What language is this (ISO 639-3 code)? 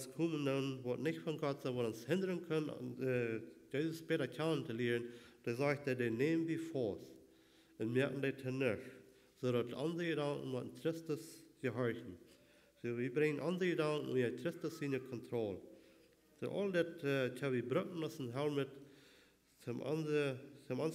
pdt